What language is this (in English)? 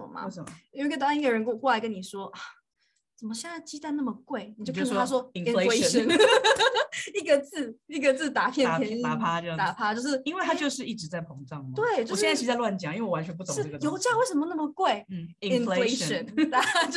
Chinese